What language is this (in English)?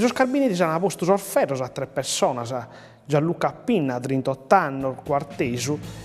Sardinian